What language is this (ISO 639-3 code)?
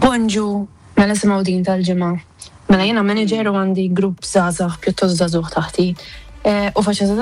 mlt